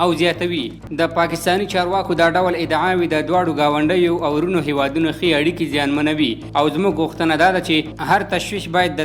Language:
Pashto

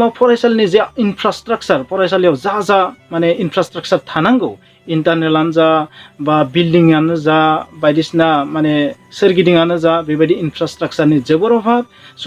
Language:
Bodo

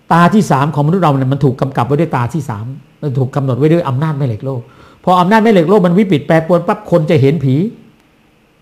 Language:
Thai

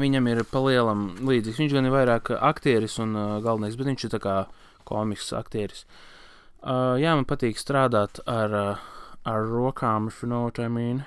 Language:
Latvian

